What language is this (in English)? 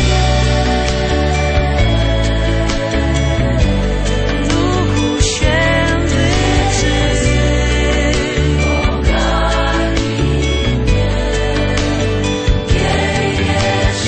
Polish